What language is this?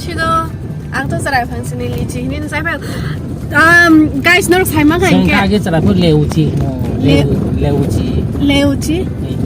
Kok Borok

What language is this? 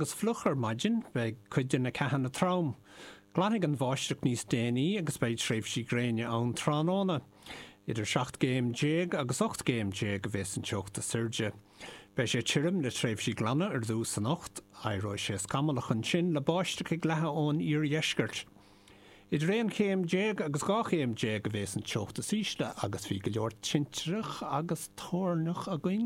Irish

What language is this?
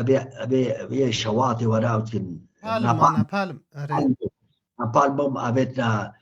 Kurdish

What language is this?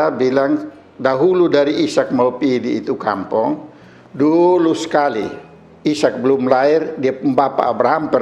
Kupang Malay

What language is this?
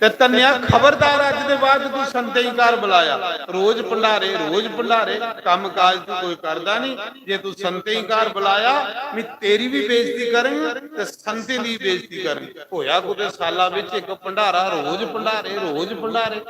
Dogri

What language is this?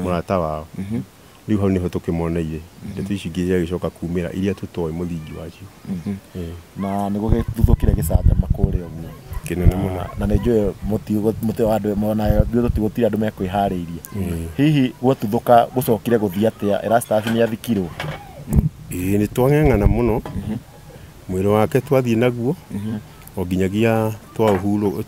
Kikuyu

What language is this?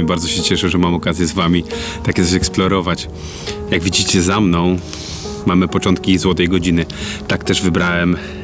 Polish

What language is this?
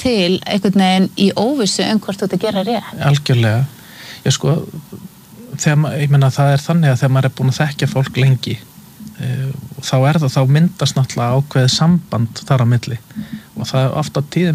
Icelandic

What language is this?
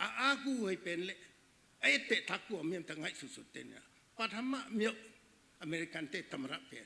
Tedim Chin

